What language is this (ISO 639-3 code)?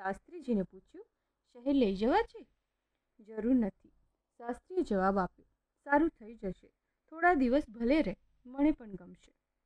guj